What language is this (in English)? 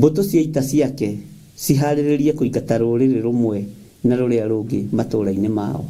Kikuyu